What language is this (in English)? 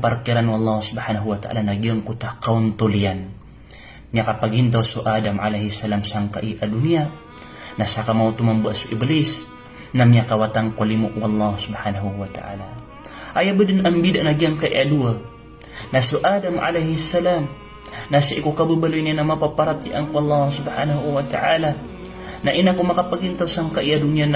Maranao